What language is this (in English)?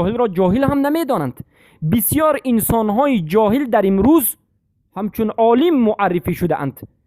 Persian